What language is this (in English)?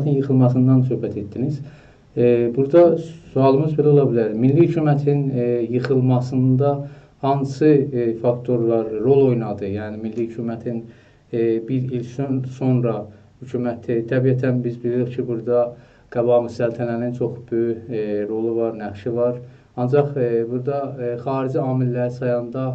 South Azerbaijani